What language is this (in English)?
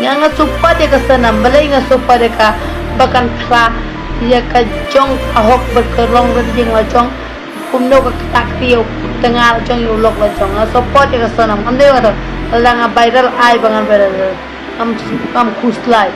Khasi